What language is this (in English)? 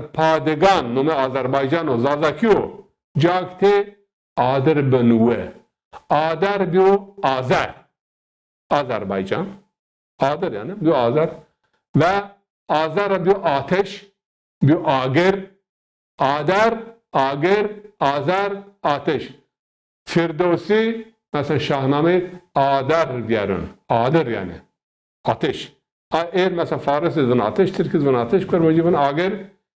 Zaza